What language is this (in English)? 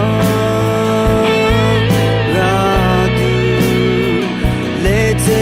Akha